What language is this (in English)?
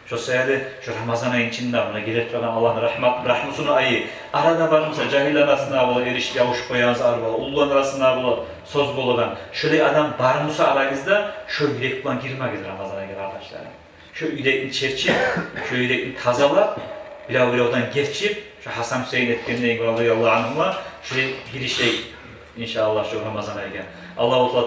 Kumyk